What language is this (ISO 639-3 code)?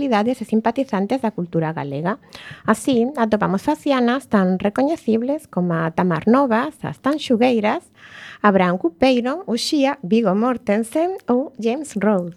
glg